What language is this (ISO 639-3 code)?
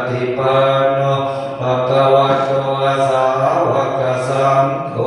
pli